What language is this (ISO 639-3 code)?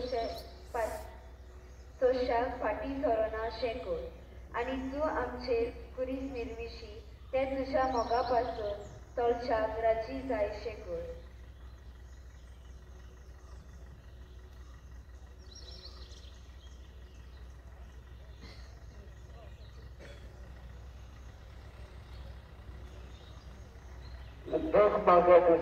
kok